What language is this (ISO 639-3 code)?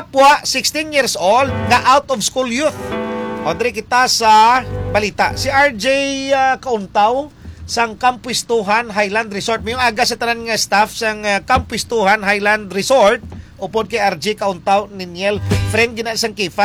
hil